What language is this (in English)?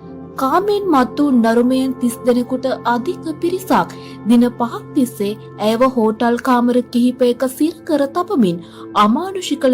Sinhala